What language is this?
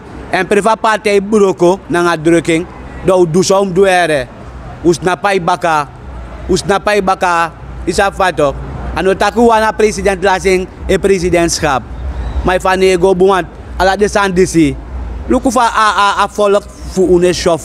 Sranan Tongo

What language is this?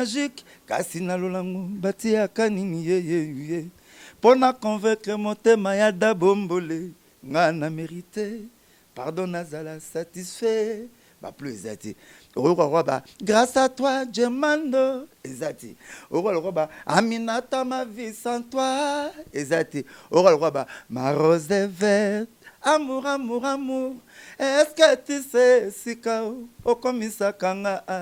Lingala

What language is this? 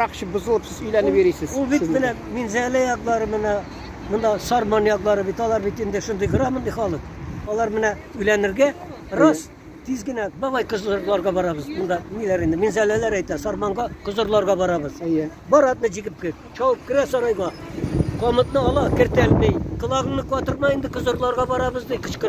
Tatar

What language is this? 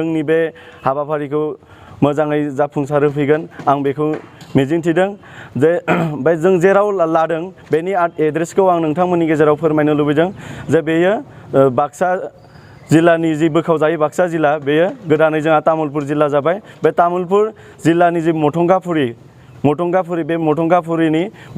Bodo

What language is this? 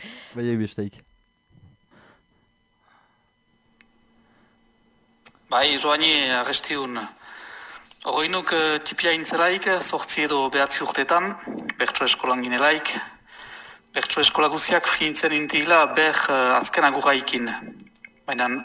Basque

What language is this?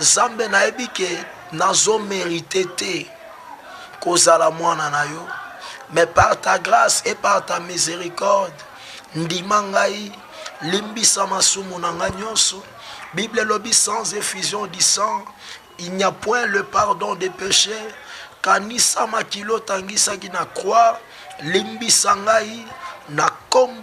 Lingala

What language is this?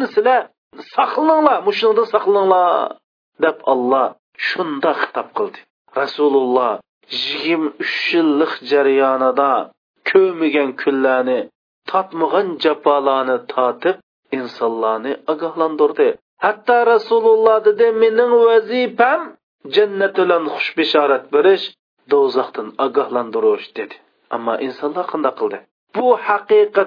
Uyghur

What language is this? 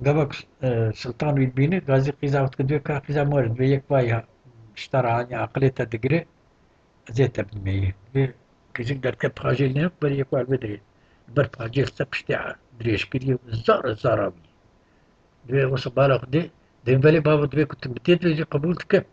Kurdish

